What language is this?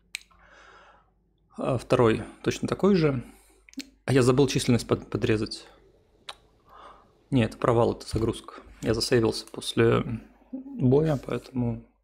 Russian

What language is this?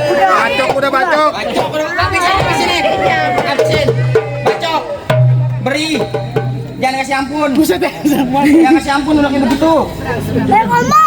Betawi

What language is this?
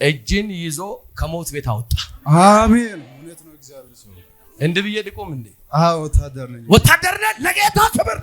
Amharic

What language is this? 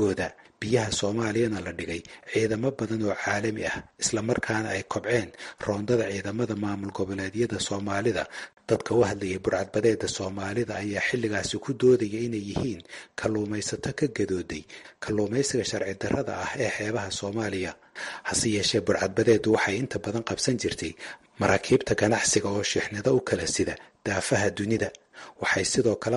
Somali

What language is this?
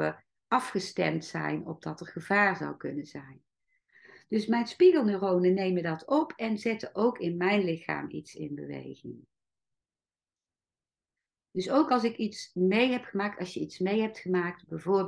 Dutch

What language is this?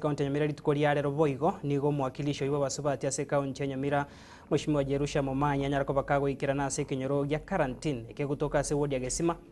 Gusii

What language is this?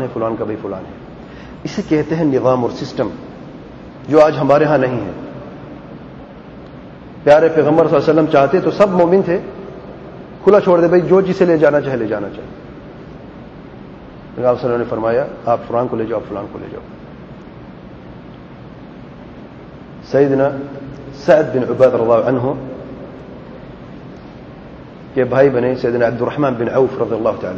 Urdu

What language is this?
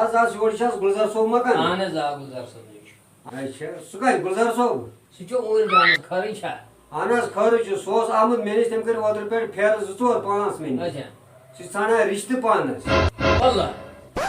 Kashmiri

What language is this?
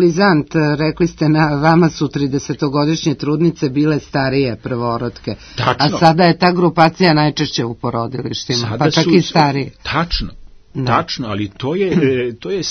Serbian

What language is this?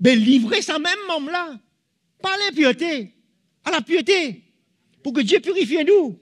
Morisyen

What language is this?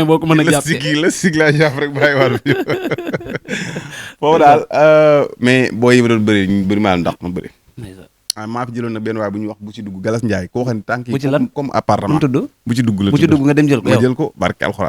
Wolof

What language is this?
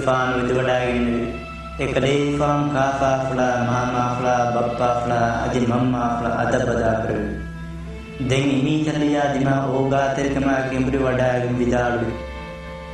Divehi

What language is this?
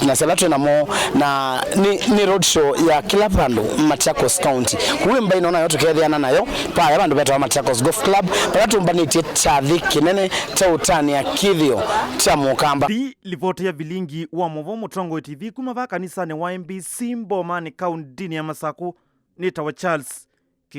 Kamba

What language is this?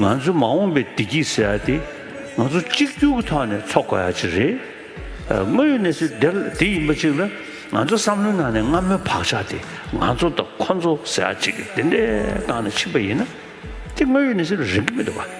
Tibetan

